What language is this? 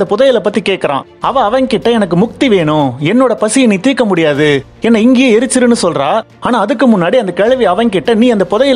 Tamil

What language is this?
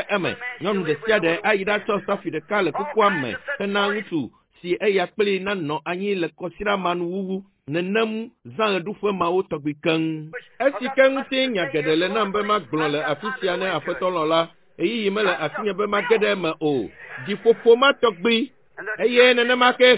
Ewe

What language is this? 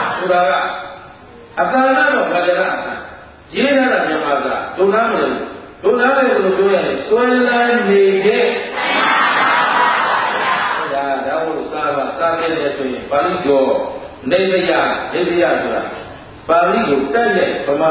Burmese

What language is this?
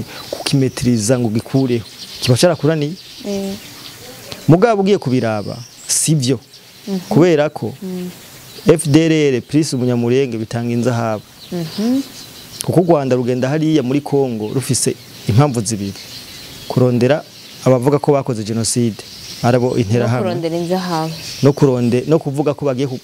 Rundi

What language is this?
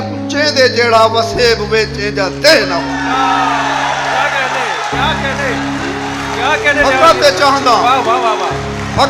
Saraiki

